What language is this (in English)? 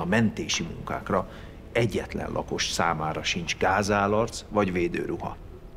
Hungarian